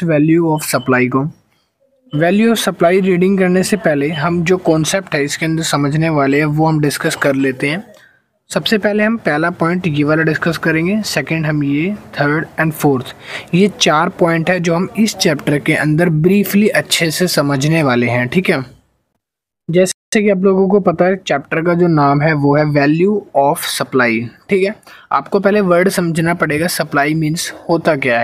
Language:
Hindi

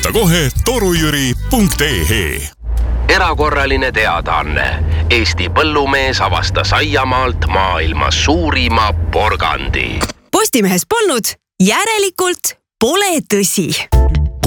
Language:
Estonian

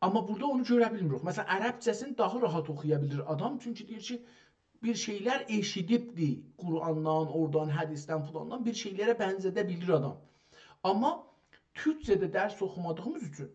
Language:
South Azerbaijani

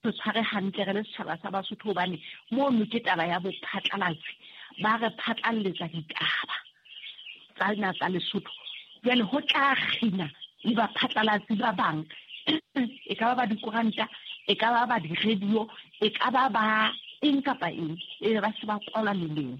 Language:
Southern Sotho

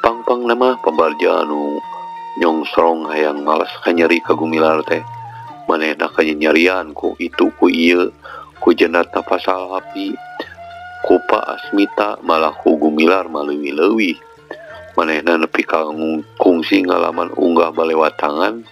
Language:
Sundanese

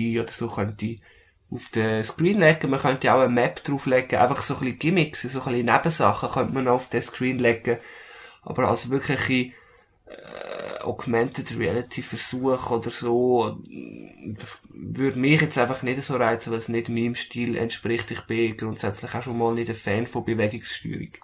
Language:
German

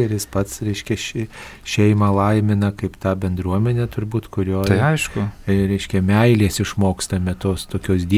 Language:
Lithuanian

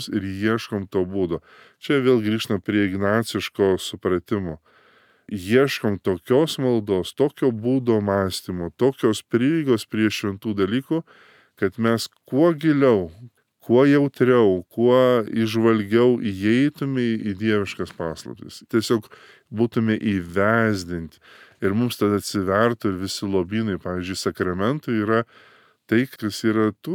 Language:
Lithuanian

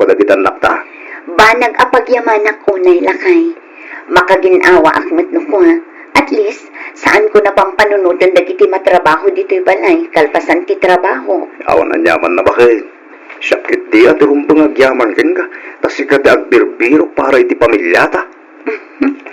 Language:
Iloko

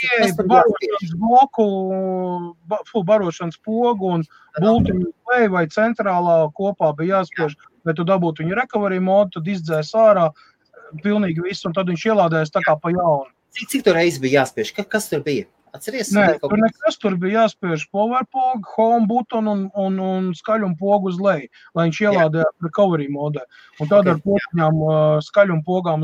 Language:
Latvian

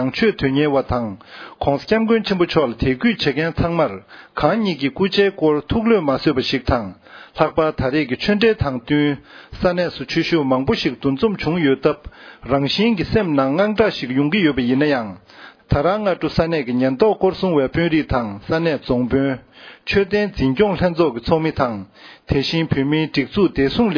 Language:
Tibetan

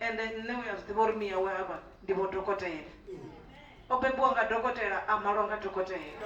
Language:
Venda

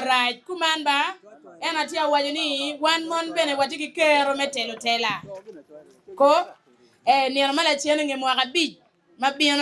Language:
Acoli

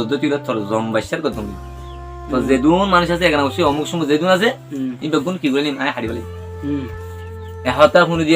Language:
Rohingya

